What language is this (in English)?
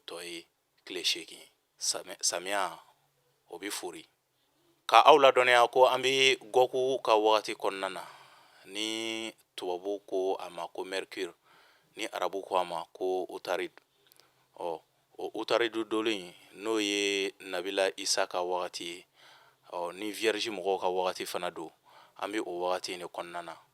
Bambara